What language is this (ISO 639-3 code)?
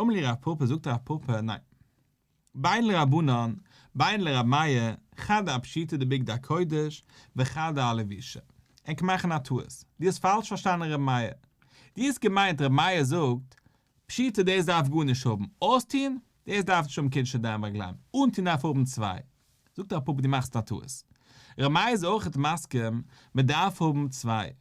yid